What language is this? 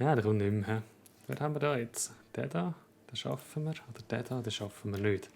Swiss German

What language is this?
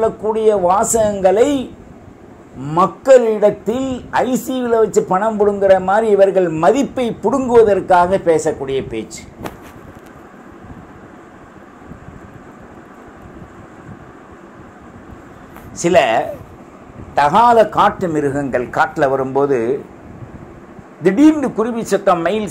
Tamil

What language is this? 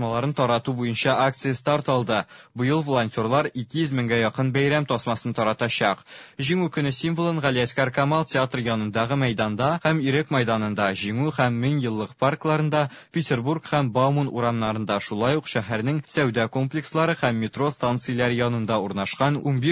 Tatar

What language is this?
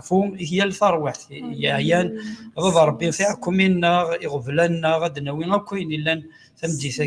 Kabyle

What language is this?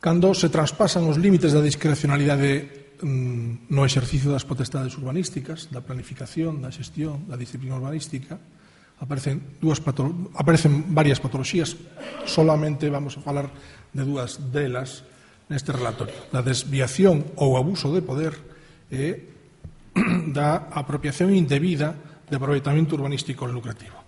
Galician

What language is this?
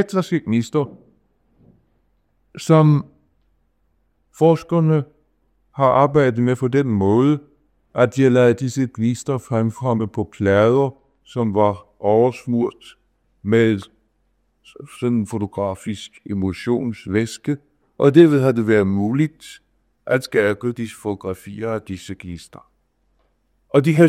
Danish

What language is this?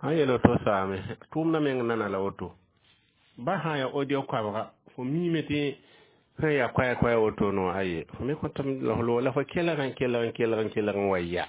Mossi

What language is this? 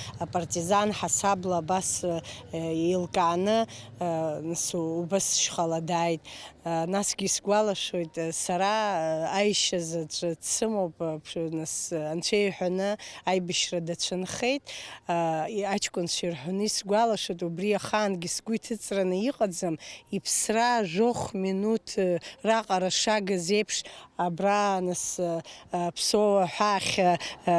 Abkhazian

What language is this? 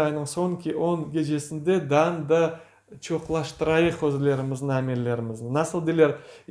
Crimean Tatar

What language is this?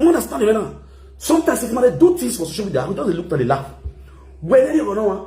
Nigerian Pidgin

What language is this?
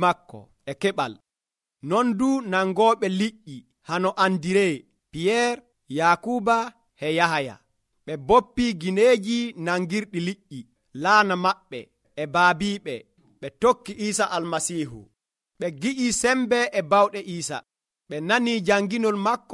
Nigerian Fulfulde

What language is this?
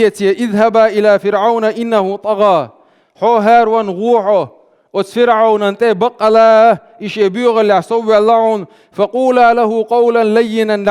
Chechen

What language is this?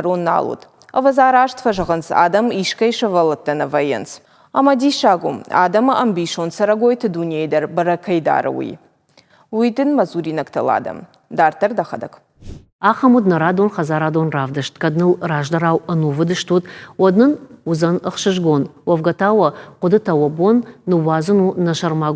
Ossetic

